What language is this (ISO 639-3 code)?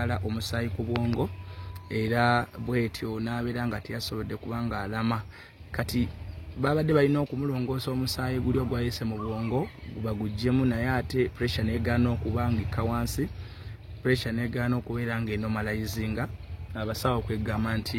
lug